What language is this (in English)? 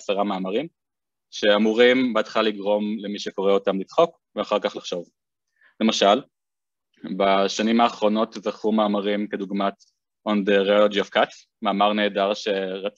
Hebrew